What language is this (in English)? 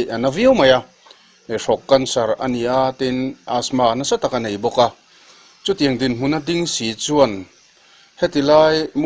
Mizo